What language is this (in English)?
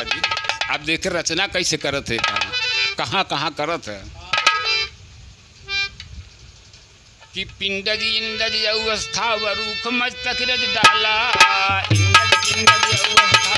Bhojpuri